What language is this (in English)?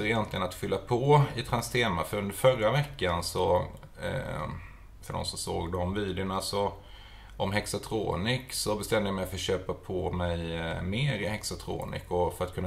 Swedish